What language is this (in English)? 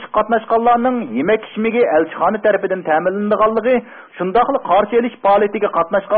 Uyghur